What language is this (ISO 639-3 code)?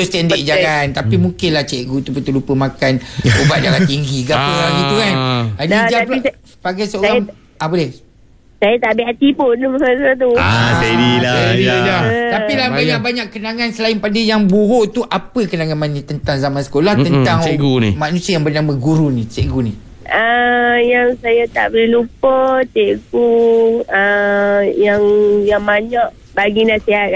msa